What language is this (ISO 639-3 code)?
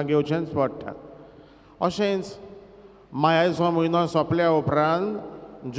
kok